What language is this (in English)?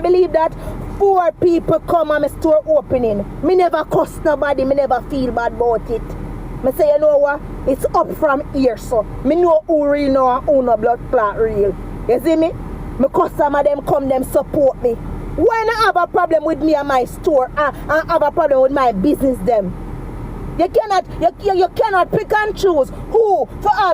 Jamaican Creole English